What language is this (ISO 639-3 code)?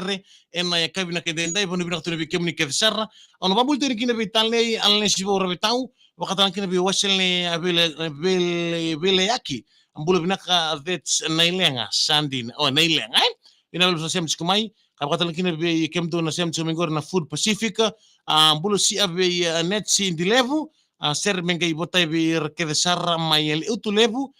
fij